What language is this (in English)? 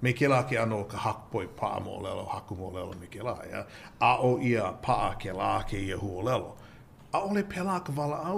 Hawaiian